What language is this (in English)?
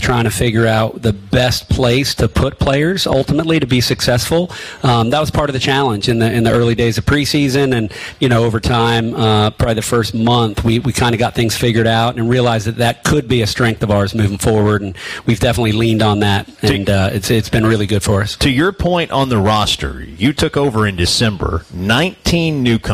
English